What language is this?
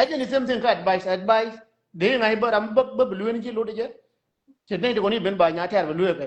Nuer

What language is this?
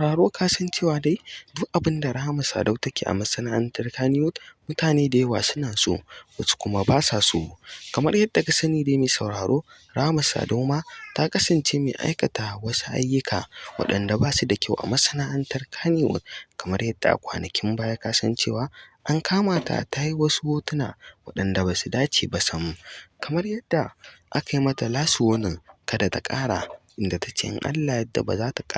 Hausa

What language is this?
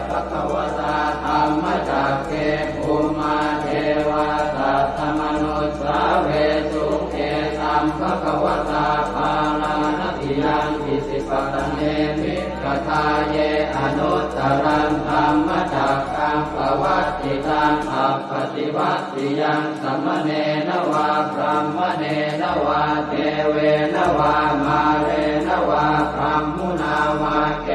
Pali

